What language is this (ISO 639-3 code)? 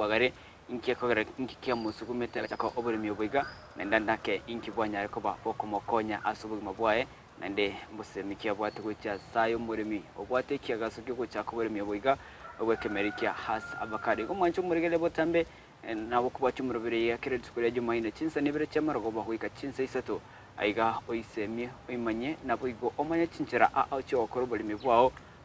guz